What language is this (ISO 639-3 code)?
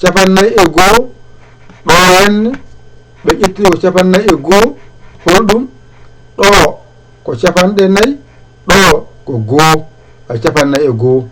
ful